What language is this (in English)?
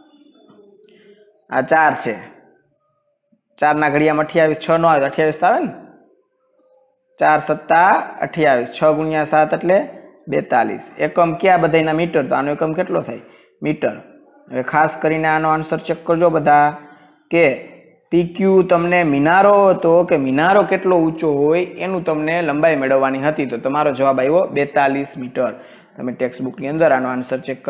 Gujarati